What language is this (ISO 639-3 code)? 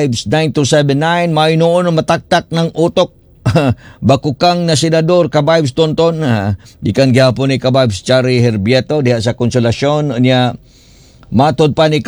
ceb